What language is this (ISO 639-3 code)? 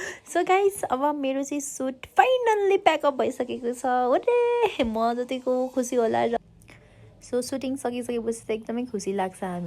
nep